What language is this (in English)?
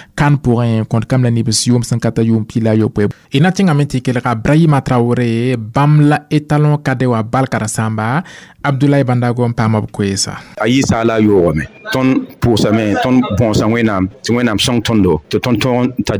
Mossi